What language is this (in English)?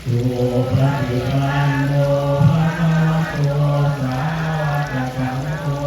Pali